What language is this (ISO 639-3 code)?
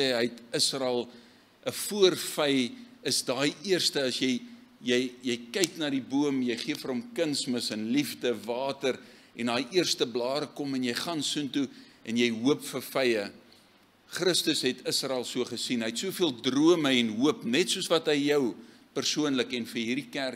afr